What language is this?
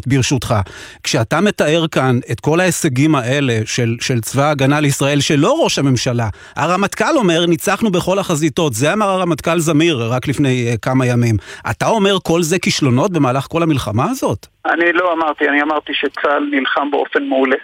Hebrew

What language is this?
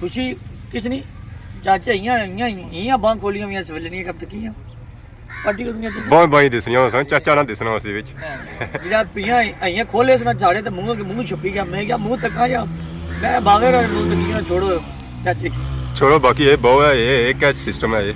Pahari-Potwari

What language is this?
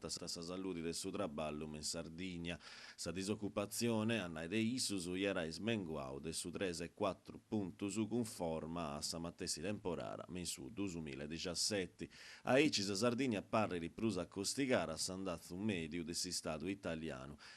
Sardinian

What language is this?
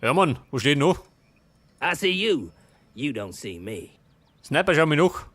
Bavarian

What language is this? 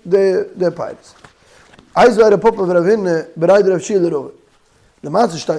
Yiddish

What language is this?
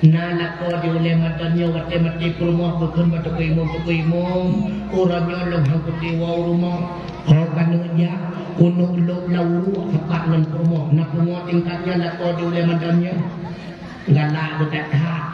Achinese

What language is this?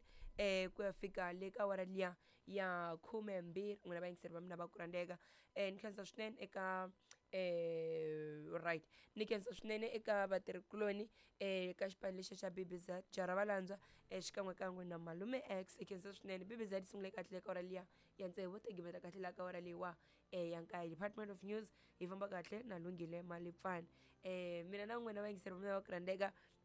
Tsonga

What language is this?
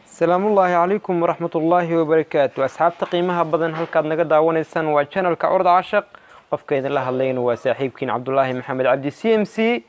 Somali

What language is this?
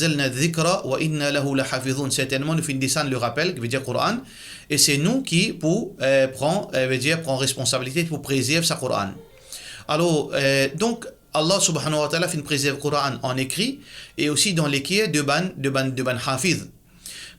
Morisyen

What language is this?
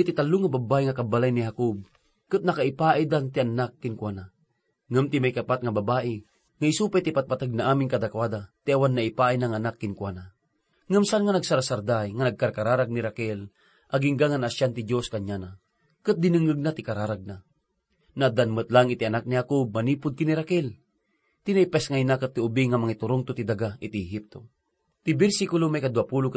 Iloko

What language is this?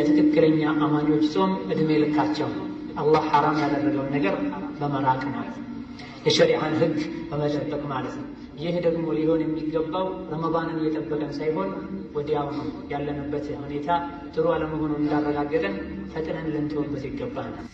Amharic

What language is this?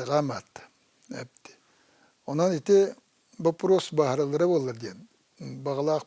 Yakut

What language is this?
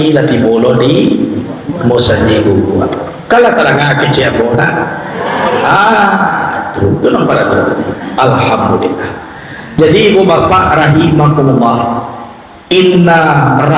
Minangkabau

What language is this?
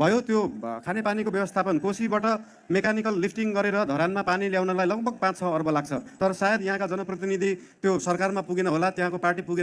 Nepali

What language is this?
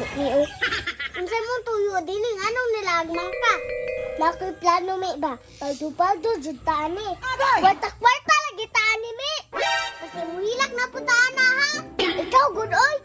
Cebuano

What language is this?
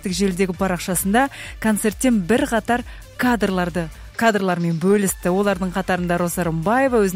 Kazakh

